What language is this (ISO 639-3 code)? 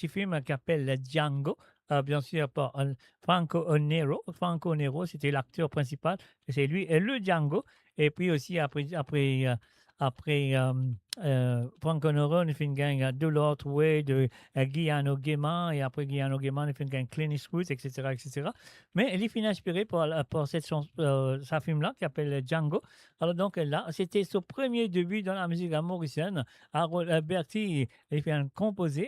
mfe